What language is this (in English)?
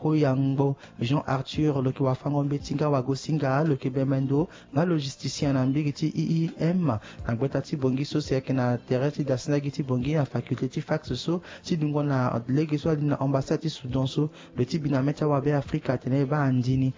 Sango